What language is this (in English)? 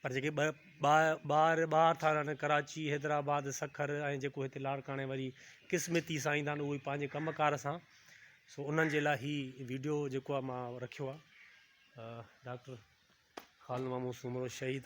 Sindhi